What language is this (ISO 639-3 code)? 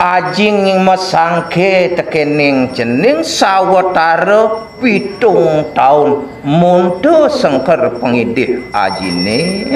ban